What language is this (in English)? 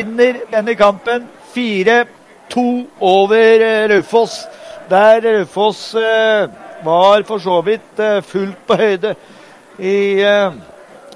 Norwegian